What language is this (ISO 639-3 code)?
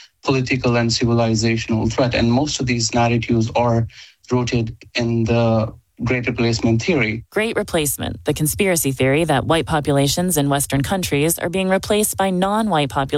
eng